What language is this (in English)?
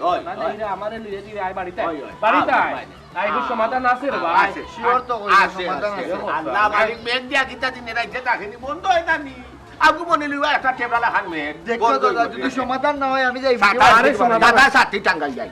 Sylheti